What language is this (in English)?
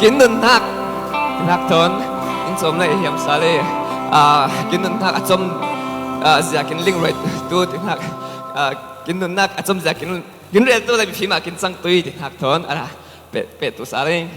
Falam Chin